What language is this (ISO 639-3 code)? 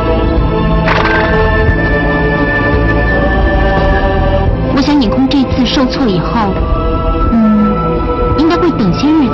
zho